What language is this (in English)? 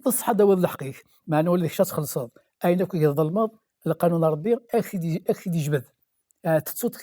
Kabyle